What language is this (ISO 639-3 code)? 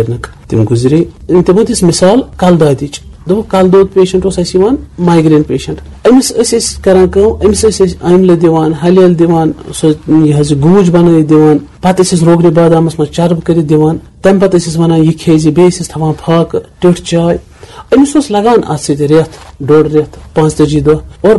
kas